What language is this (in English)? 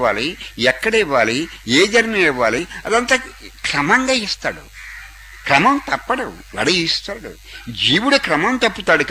Telugu